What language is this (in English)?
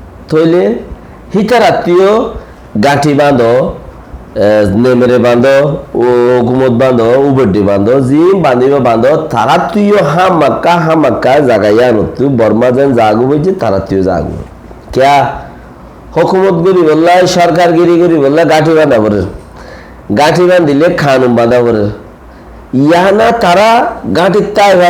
Rohingya